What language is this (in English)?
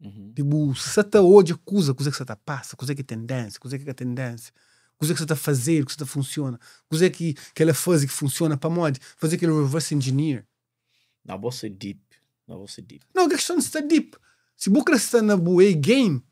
Kabuverdianu